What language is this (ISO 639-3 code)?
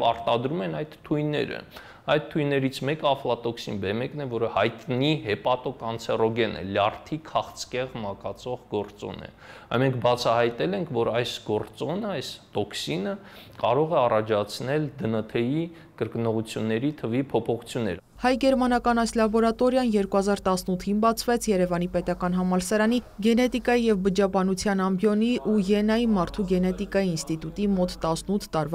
hye